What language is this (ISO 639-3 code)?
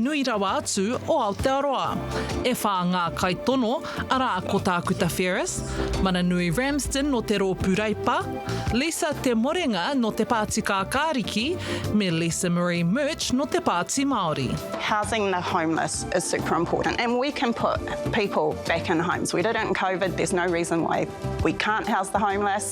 mri